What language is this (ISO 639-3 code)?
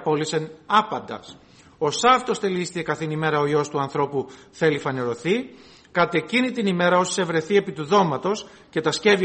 ell